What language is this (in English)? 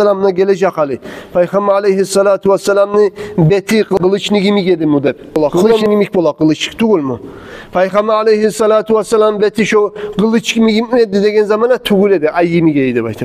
Kumyk